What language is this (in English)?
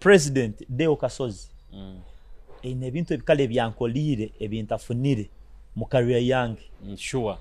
Nyoro